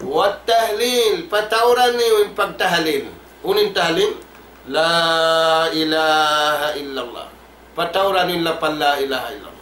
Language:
Tausug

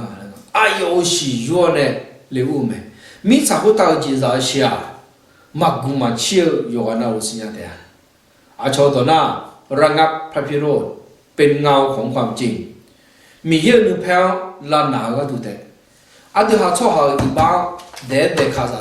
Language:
Akha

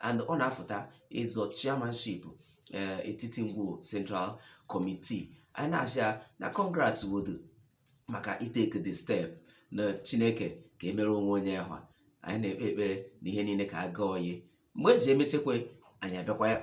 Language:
Igbo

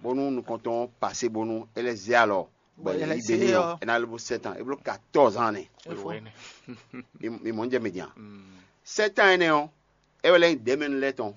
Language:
Fon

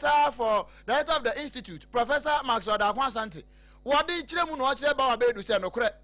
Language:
Akan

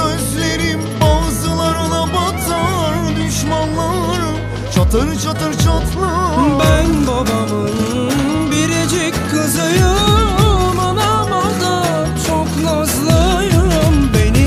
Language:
Turkish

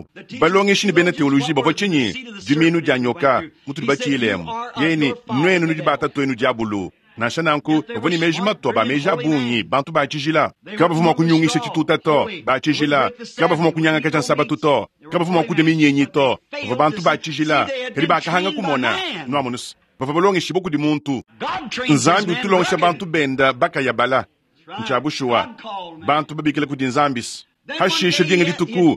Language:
Luba-Lulua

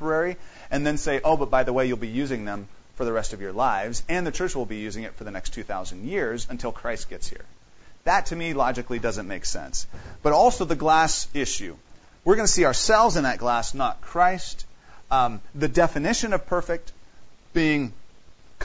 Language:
English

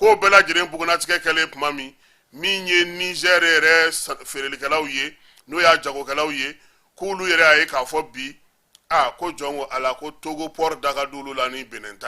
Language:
Bambara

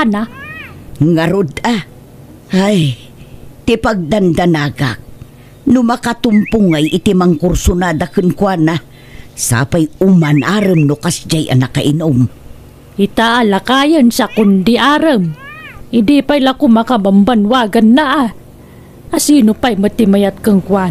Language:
Iloko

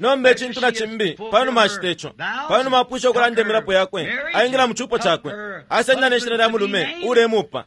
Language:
Bemba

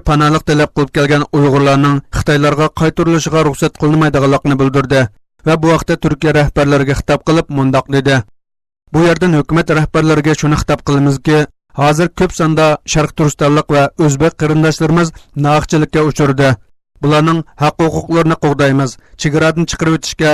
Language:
Uyghur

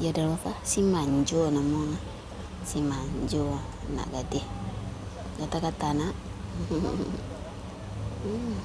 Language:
Minangkabau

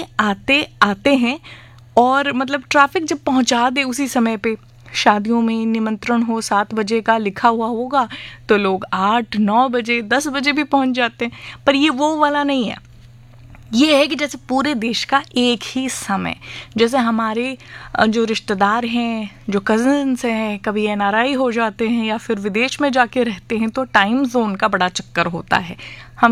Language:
Hindi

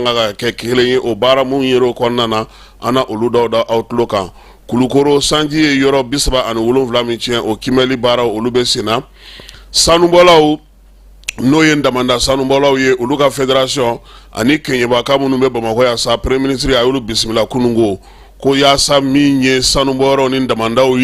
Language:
Bambara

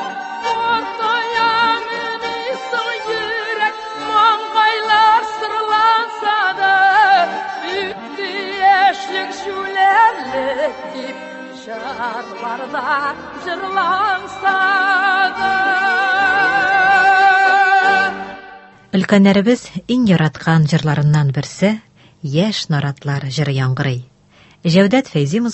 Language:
Tatar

